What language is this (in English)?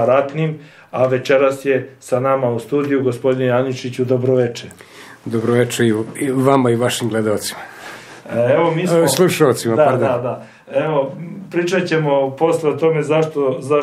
Serbian